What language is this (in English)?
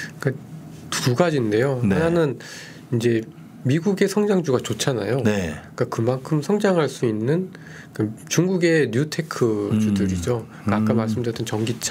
Korean